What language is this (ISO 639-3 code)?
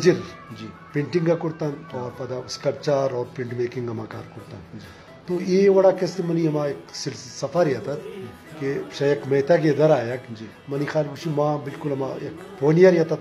bgp